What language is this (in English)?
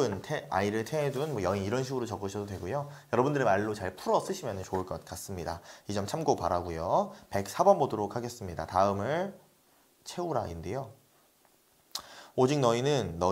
Korean